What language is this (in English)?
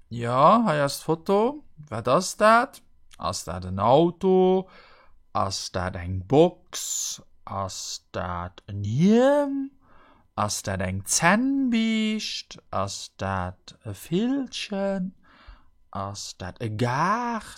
Luxembourgish